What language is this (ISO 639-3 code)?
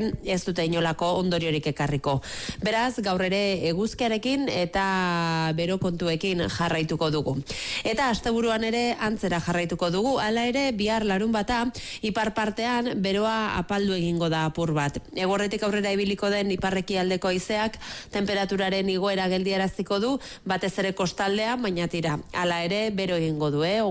eus